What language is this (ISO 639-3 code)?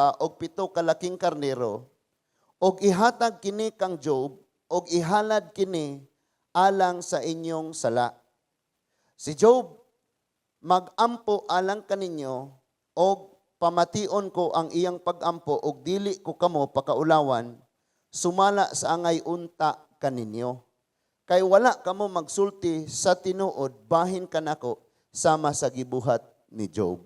ceb